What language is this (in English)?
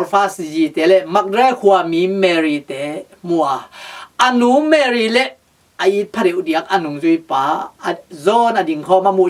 Tedim Chin